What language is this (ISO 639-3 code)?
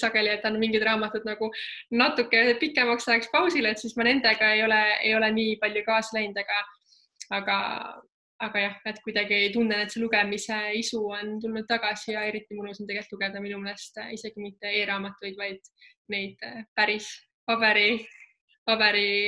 est